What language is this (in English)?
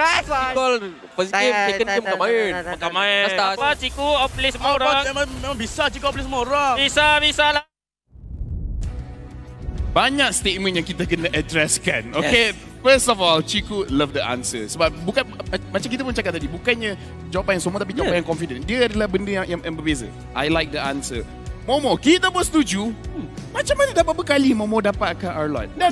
Malay